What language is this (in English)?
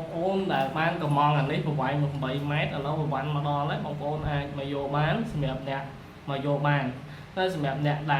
Khmer